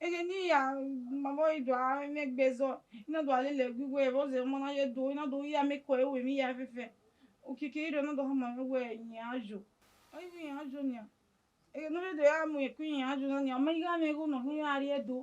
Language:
Bini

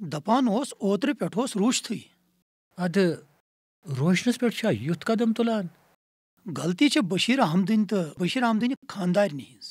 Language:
Kashmiri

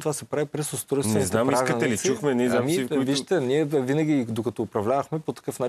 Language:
Bulgarian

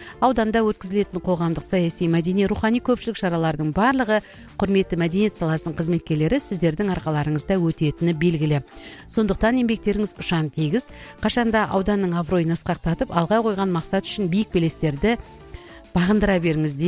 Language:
Kazakh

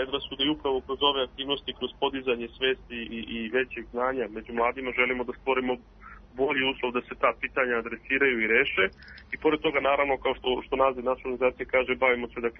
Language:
Serbian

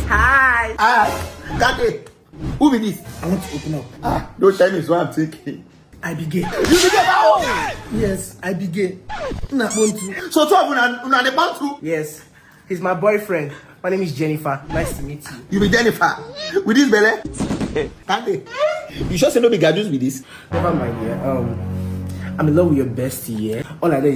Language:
Nigerian Pidgin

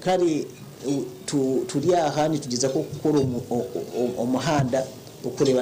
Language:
Nyankole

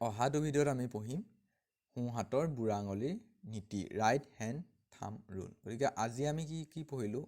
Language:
Assamese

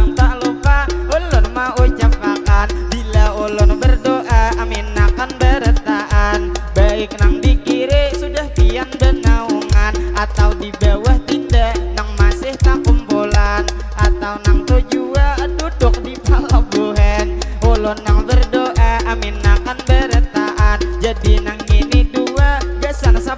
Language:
Banjar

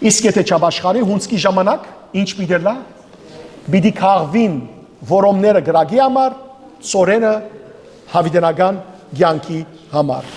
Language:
Western Armenian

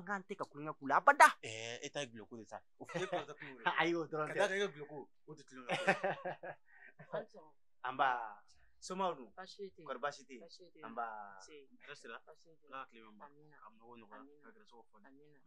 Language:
Bambara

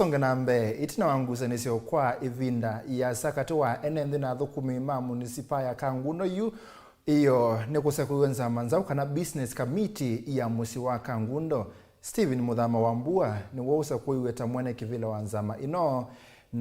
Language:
Kamba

